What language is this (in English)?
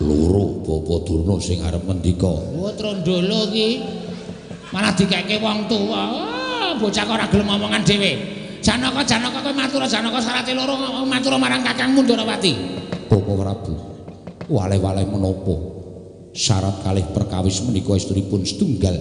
Javanese